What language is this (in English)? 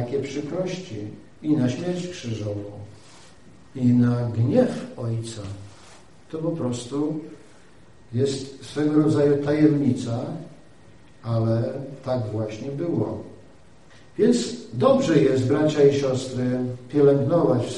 Polish